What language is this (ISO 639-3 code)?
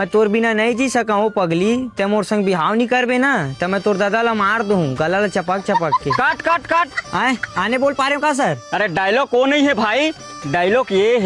hne